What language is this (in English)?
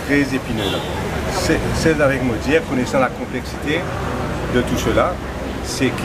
Morisyen